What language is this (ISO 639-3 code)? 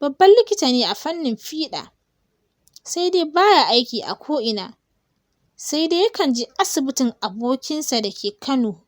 hau